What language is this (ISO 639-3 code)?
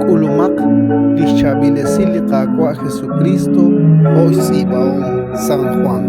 kek